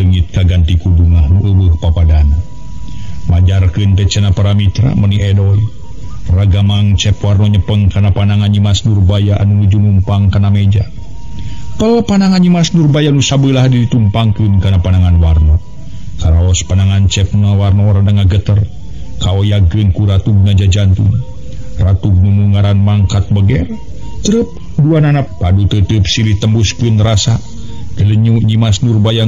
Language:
Sundanese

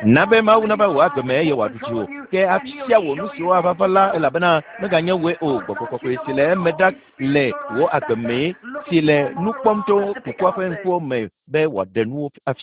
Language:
Ewe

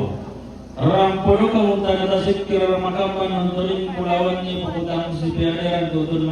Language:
Toraja-Sa'dan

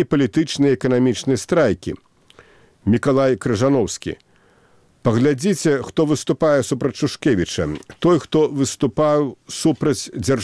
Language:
Belarusian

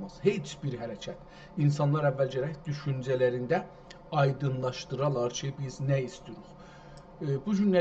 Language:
South Azerbaijani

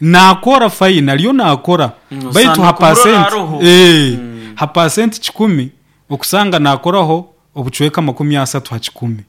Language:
Nyoro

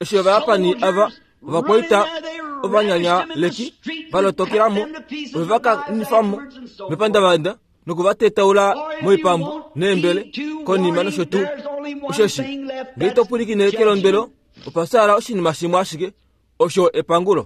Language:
Kuanyama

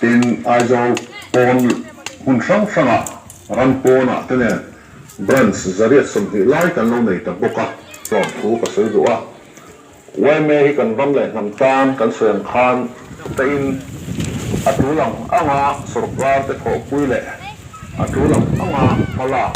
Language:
Mizo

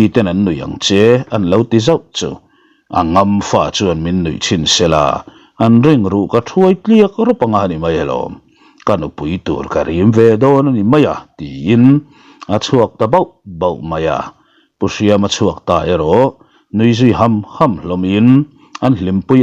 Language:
Mizo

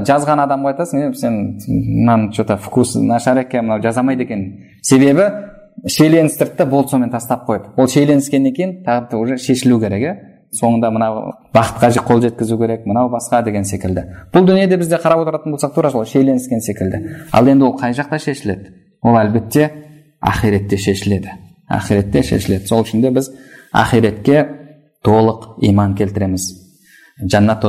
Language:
Kazakh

